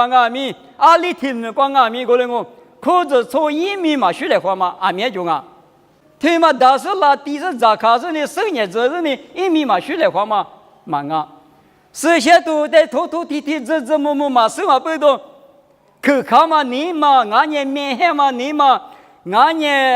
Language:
Lisu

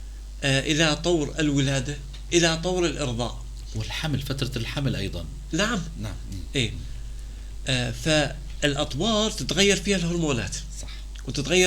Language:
North Levantine Arabic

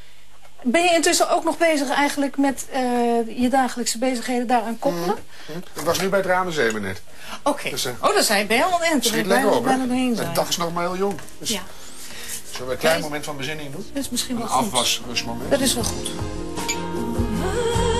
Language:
Dutch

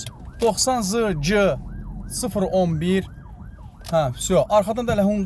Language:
Azerbaijani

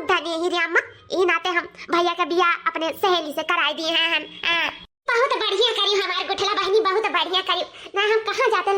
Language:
Awadhi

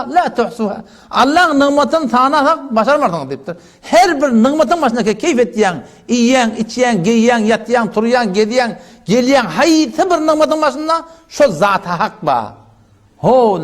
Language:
Turkmen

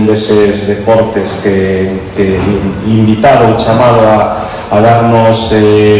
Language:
Galician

